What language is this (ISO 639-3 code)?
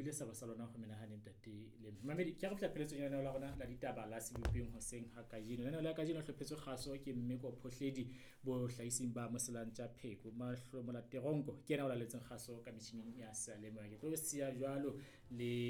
sot